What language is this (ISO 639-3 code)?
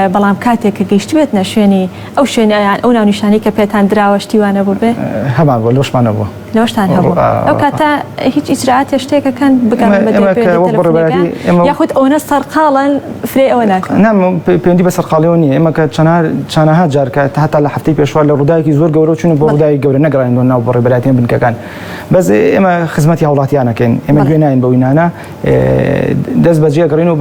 ckb